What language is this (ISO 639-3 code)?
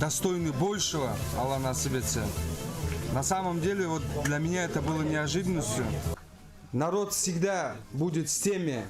crh